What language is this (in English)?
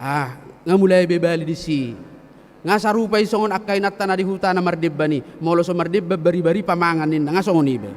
Batak Toba